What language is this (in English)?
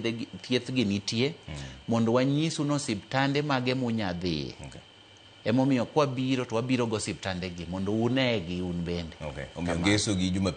Luo (Kenya and Tanzania)